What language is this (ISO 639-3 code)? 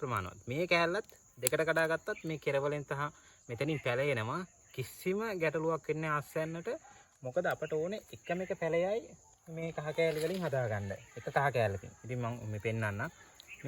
sin